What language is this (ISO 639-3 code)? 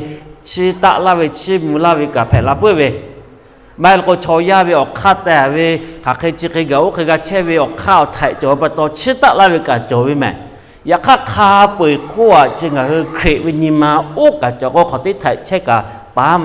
lhu